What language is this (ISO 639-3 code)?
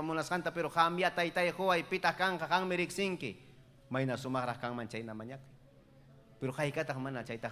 quy